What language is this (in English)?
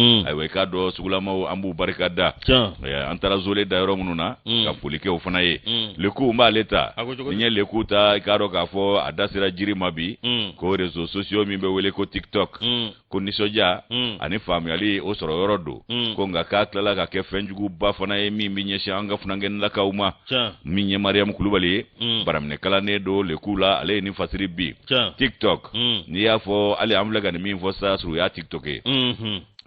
Bambara